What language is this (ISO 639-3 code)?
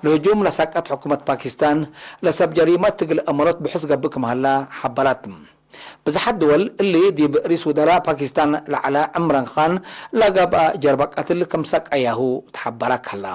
tig